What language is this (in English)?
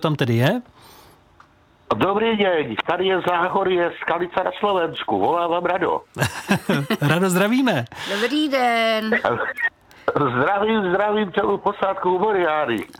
Czech